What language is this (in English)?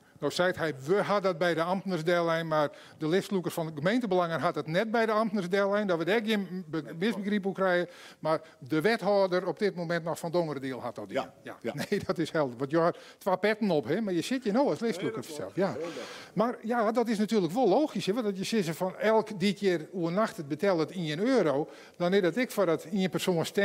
Western Frisian